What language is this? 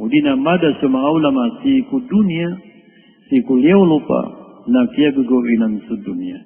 Maranao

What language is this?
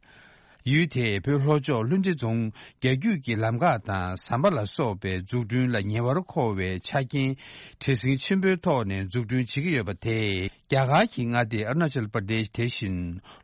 Tibetan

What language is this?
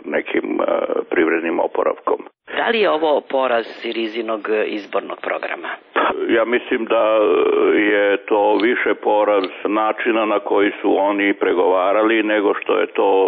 Serbian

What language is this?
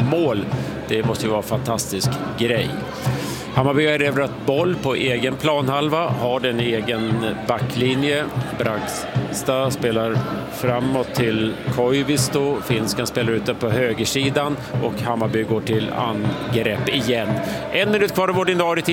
Swedish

